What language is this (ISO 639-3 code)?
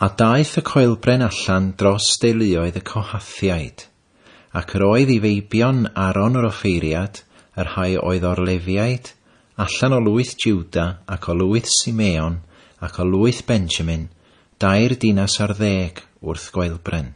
cym